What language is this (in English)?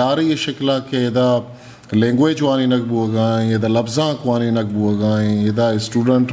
Eastern Balochi